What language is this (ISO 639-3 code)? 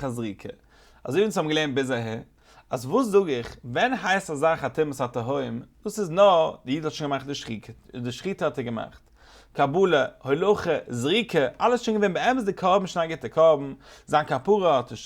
yid